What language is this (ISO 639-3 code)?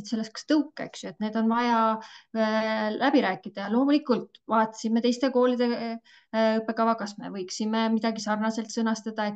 est